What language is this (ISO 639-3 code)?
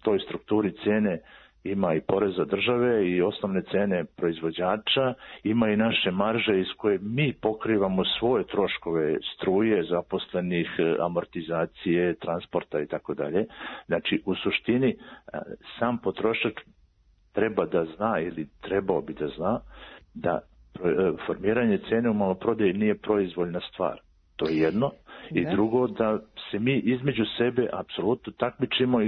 srp